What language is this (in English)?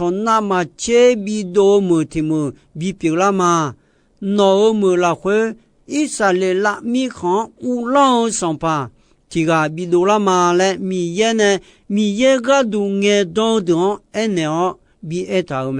Akha